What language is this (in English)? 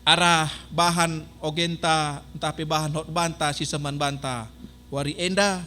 Batak Karo